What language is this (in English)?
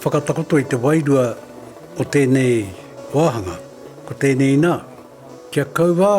Māori